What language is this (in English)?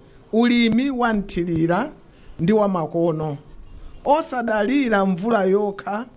Nyanja